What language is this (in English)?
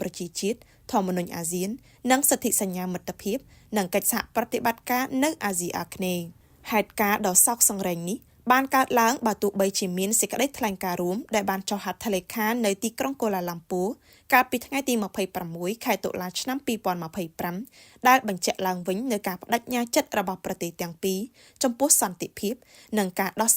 Khmer